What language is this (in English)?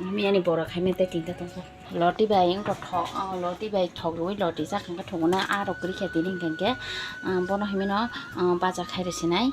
Kok Borok